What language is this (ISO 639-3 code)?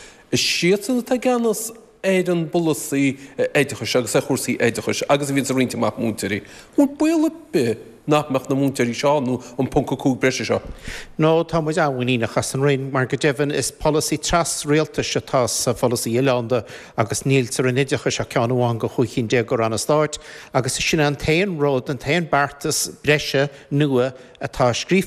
gle